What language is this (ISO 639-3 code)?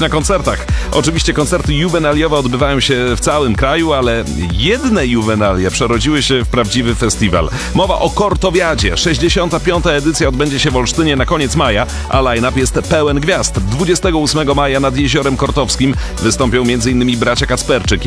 pol